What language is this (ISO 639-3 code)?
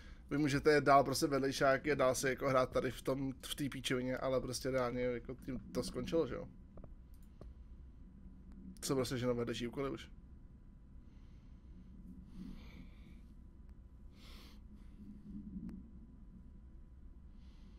ces